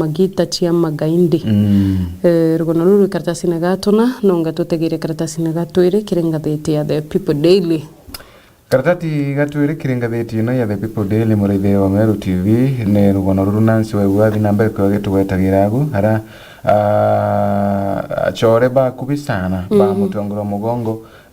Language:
Meru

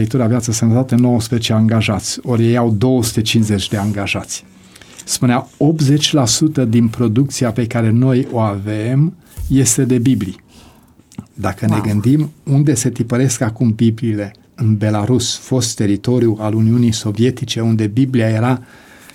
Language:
Romanian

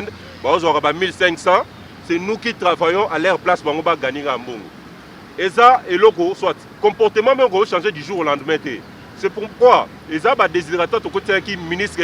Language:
Lingala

